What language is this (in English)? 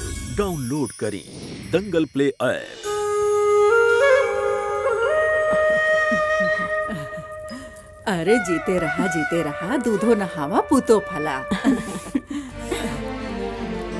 Bhojpuri